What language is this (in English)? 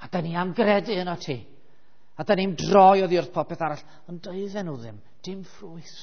Welsh